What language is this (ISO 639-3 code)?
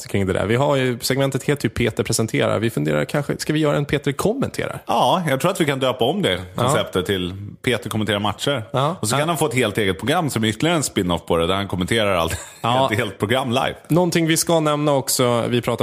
swe